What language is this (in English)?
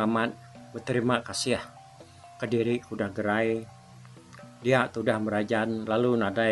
Iban